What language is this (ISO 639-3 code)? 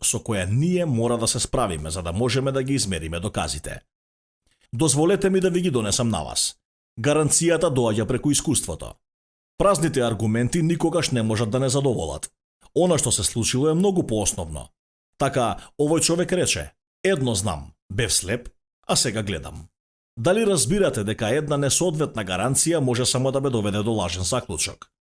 mkd